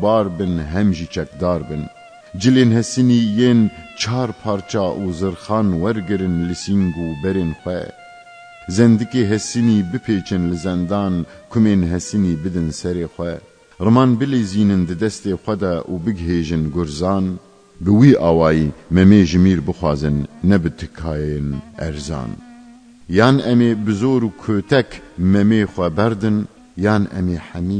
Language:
Kurdish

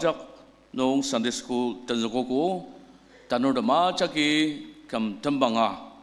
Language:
Ao Naga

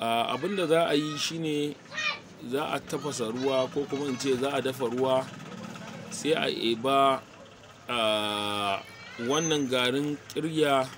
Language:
Hausa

